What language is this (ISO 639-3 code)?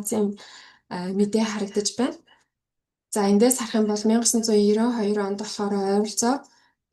mon